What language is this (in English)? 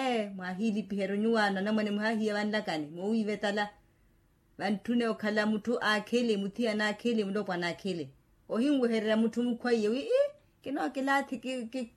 Makhuwa